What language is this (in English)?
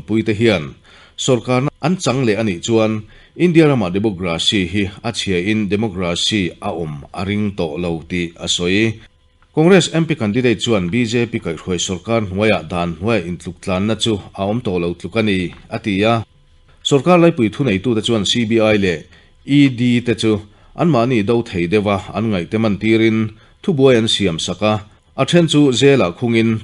Mizo